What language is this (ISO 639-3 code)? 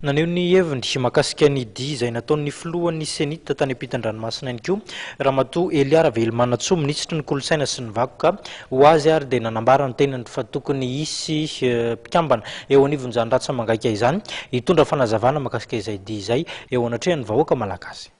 mlg